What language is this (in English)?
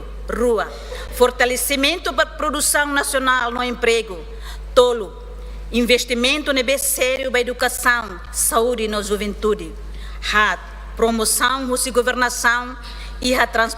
Tetum